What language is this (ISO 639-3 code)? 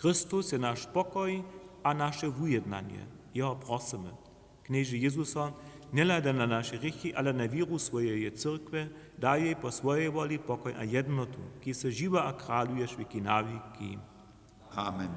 hsb